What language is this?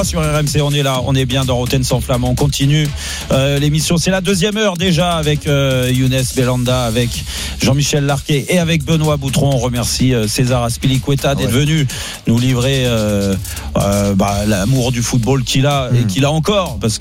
French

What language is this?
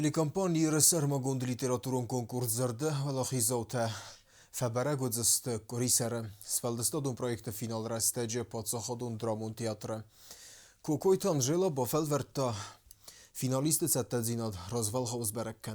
Ossetic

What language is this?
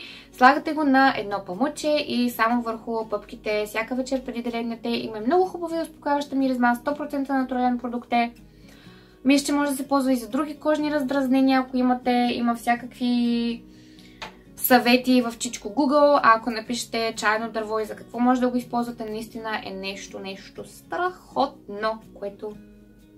Bulgarian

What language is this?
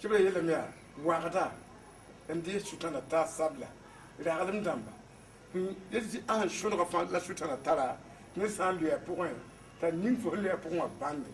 Mossi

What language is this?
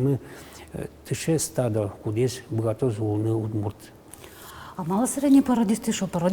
Udmurt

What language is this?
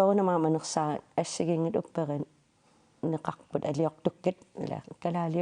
Kalaallisut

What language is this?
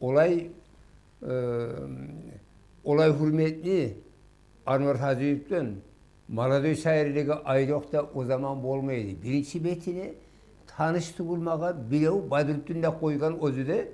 Kumyk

